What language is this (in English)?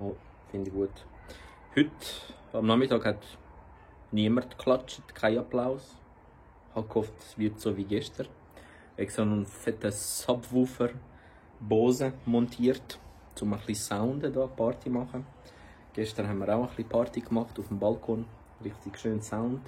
Swiss German